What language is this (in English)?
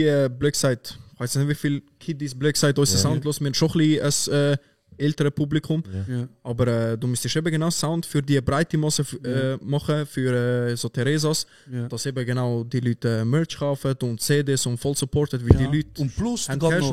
Swiss German